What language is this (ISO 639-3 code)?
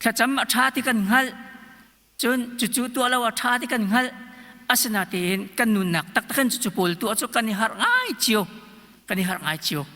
cnh